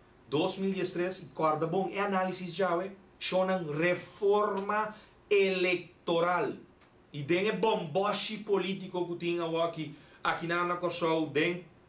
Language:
Papiamento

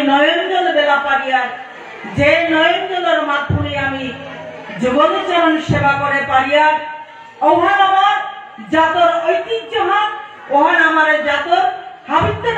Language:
Bishnupriya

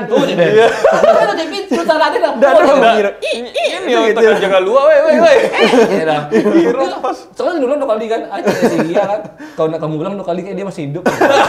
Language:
Minangkabau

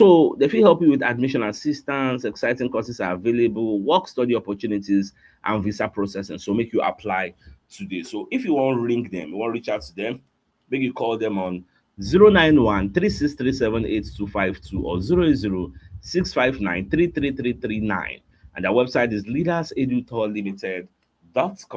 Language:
Nigerian Pidgin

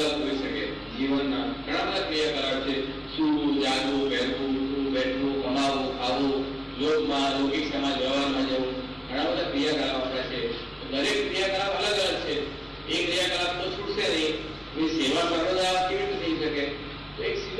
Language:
Gujarati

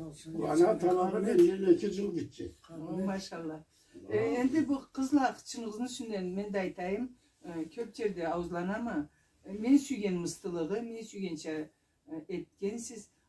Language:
Karachay-Balkar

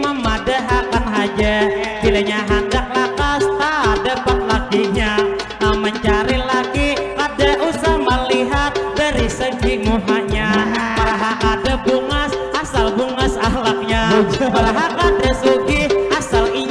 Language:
Banjar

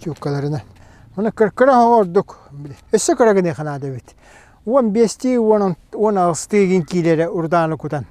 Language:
Yakut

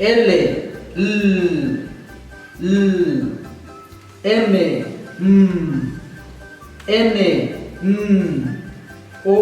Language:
Tektiteko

